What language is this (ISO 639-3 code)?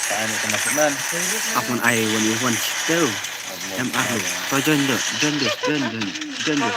kha